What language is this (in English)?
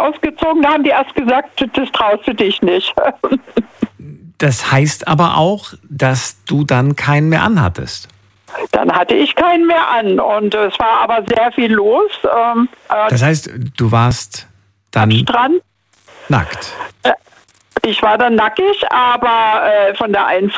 German